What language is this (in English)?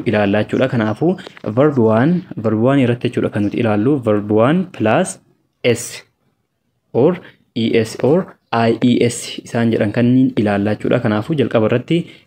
Oromo